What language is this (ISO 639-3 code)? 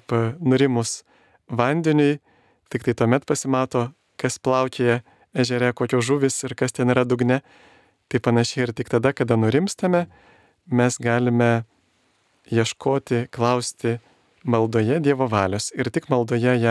lit